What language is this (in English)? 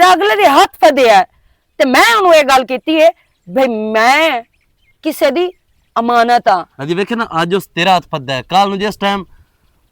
Western Panjabi